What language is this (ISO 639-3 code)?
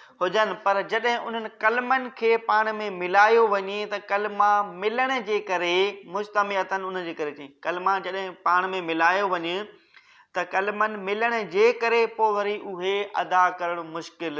snd